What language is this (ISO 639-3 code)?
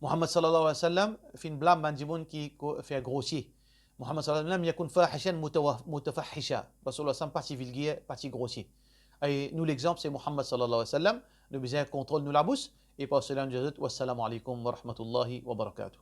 mfe